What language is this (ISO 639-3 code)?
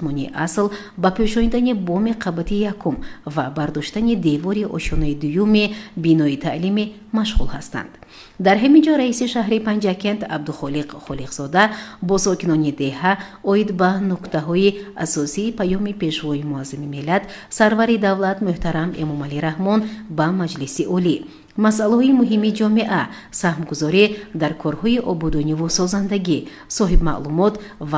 tgk